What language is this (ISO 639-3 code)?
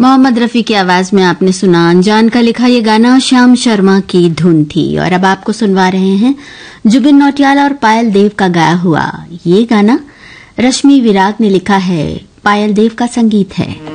hin